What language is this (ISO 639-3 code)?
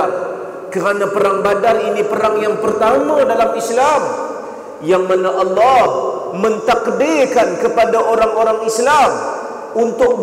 msa